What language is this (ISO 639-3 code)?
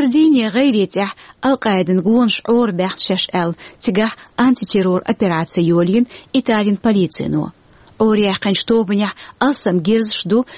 che